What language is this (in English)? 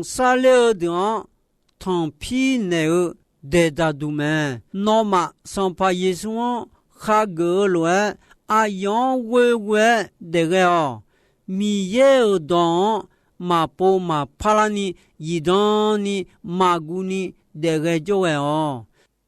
Akha